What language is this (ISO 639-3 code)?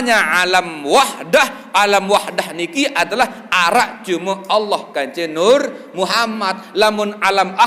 sas